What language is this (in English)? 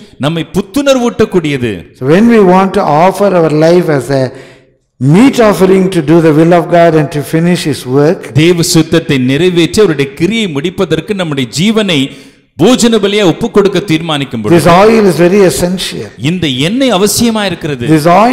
Tamil